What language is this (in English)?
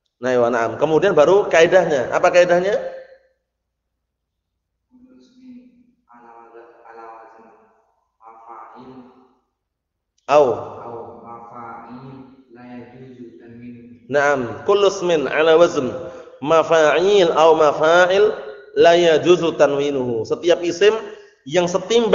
Indonesian